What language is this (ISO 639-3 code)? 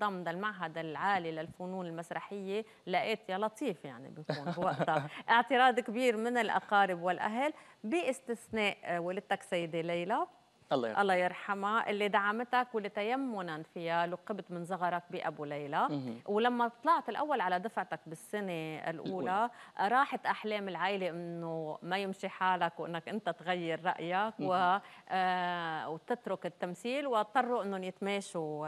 apc